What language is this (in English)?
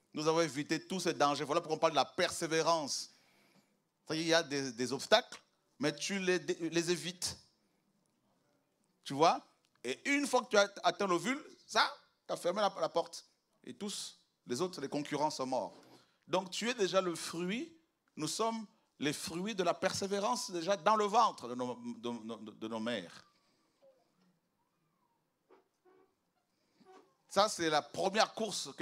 French